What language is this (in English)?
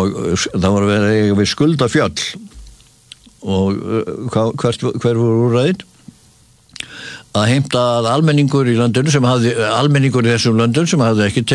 Icelandic